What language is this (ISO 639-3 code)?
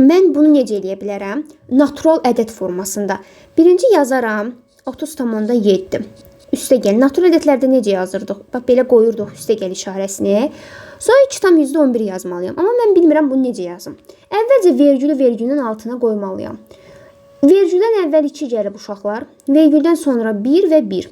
aze